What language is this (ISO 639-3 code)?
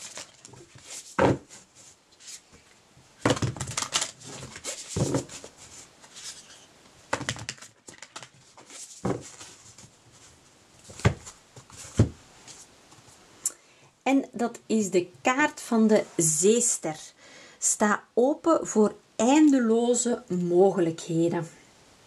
nld